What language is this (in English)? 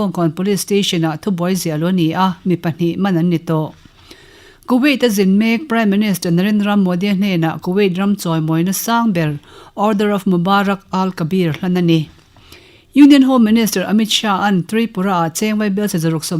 Mizo